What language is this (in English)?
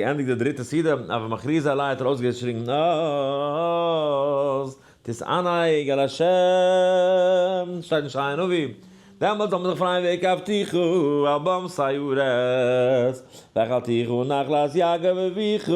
Yiddish